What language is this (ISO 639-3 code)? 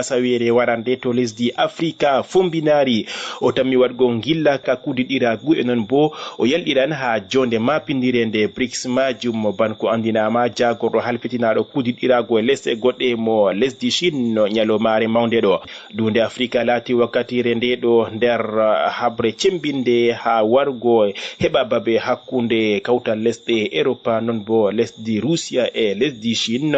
ful